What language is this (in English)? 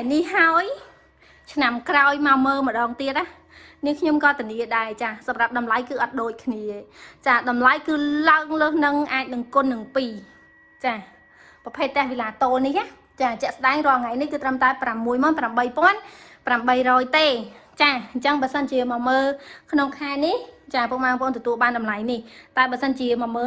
Khmer